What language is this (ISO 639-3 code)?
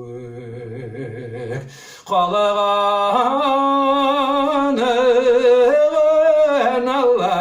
bak